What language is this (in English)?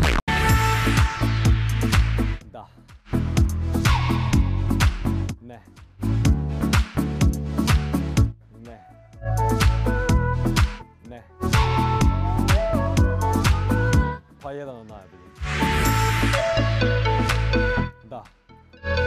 Bosnian